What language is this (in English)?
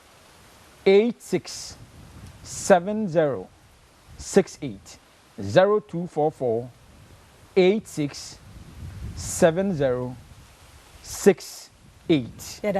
Akan